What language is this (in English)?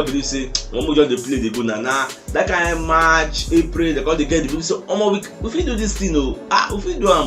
Nigerian Pidgin